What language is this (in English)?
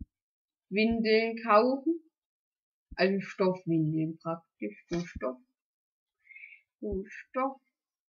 German